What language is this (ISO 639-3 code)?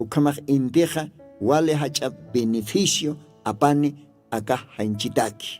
aym